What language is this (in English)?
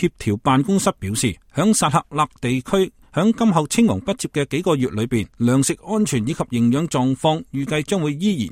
Cantonese